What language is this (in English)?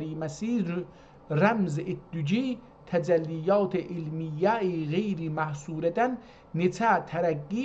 South Azerbaijani